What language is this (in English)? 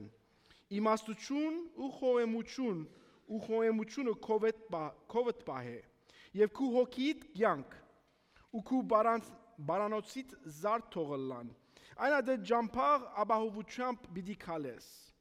Western Armenian